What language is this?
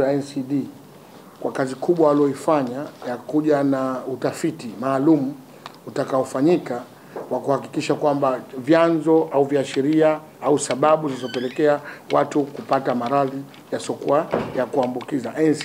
Swahili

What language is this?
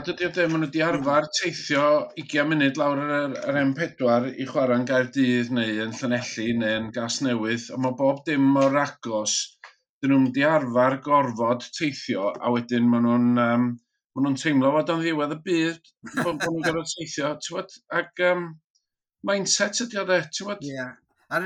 Welsh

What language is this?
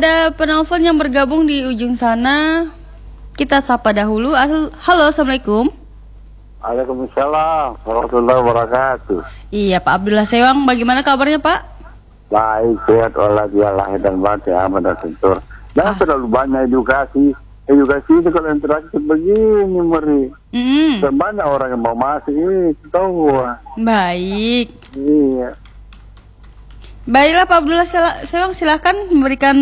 Indonesian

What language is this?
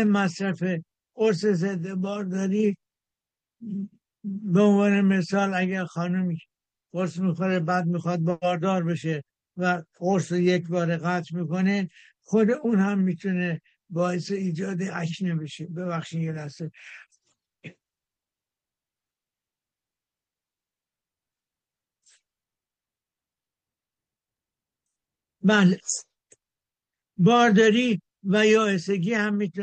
Persian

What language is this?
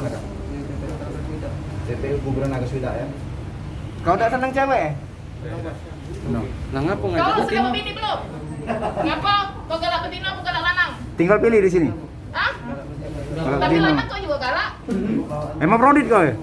Musi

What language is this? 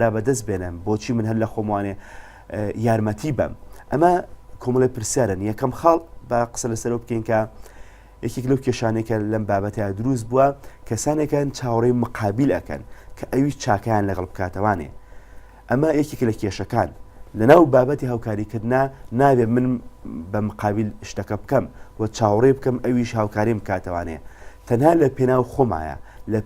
Central Kurdish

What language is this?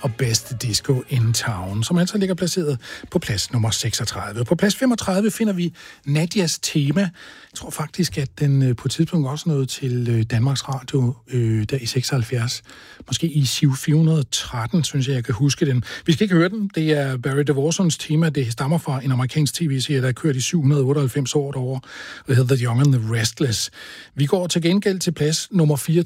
Danish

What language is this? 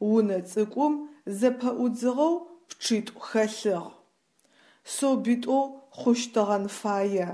Adyghe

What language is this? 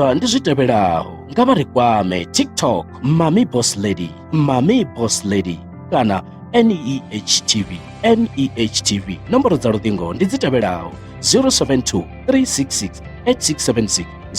Venda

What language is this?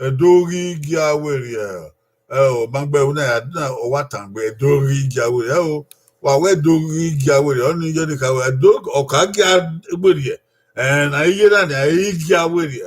Bini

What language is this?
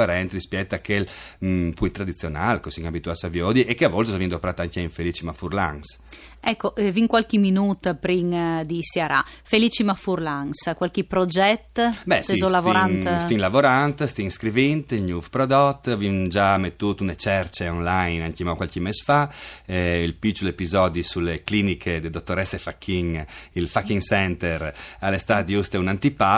Friulian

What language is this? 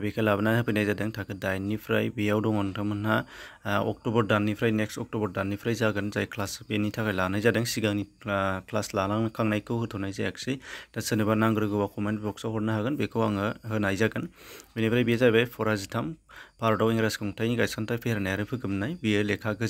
Bodo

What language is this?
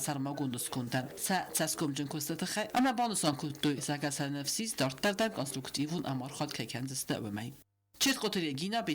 Ossetic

